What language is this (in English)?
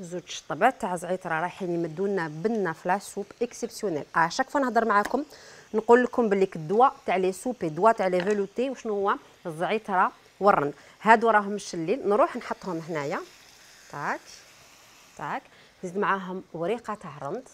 Algerian Arabic